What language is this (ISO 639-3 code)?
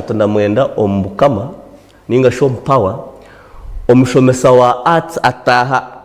nyn